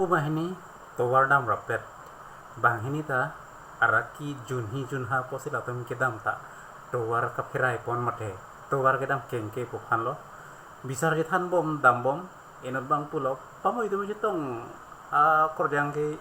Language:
Karbi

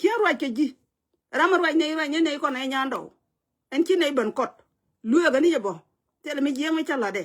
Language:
Nuer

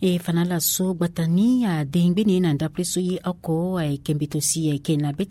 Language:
Sango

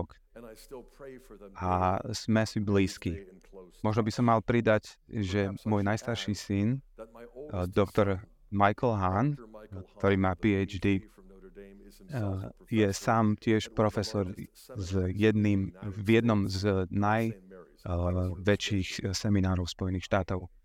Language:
Slovak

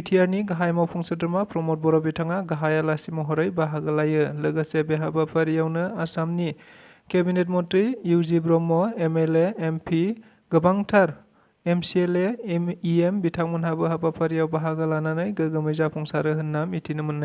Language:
Bodo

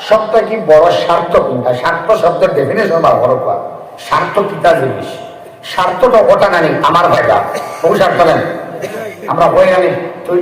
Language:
Sylheti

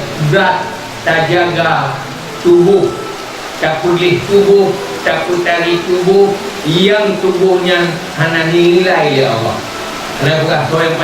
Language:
Achinese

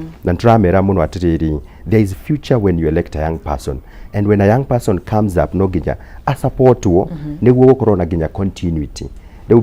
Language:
Kikuyu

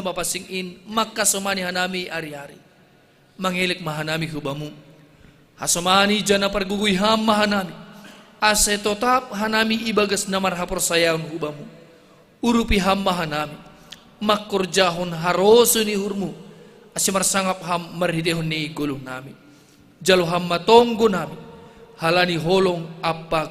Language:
Batak Simalungun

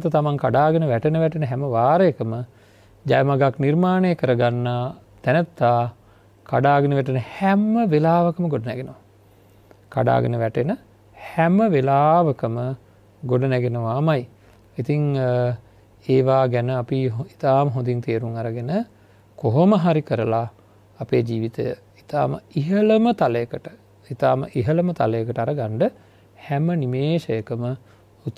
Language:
Sinhala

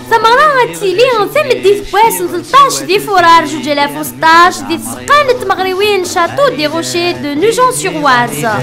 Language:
Kabyle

